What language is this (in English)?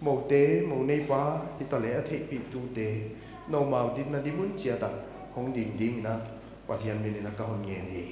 Paite Chin